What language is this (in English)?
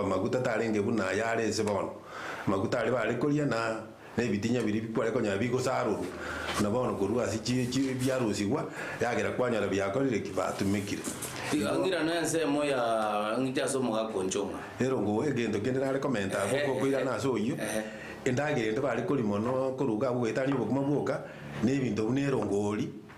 Gusii